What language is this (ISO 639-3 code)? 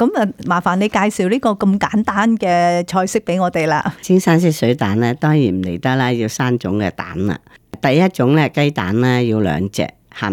yue